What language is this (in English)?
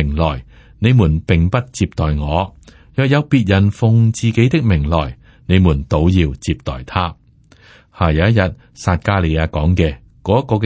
Cantonese